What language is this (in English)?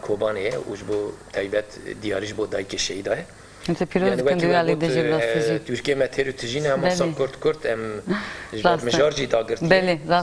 Kurdish